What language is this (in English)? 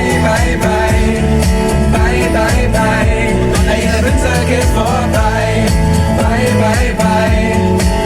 Bavarian